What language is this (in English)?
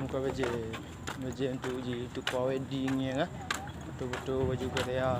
Achinese